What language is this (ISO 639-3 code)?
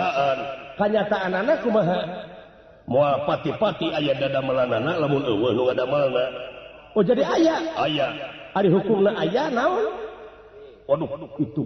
sun